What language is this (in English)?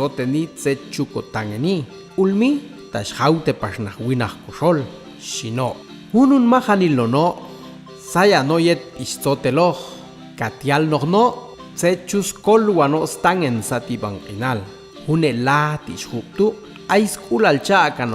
Popti'